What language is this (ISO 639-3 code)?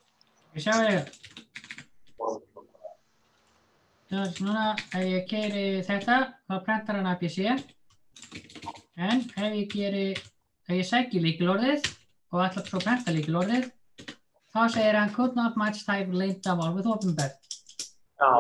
isl